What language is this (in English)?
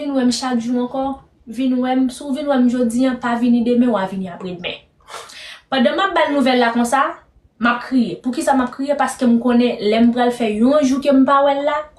Haitian Creole